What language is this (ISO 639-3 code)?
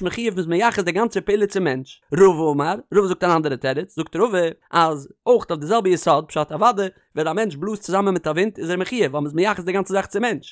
yid